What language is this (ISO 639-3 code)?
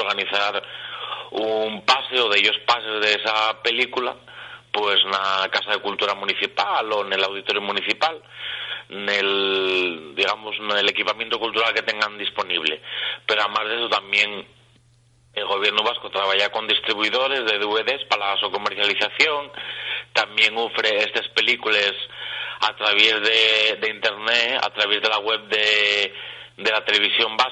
ast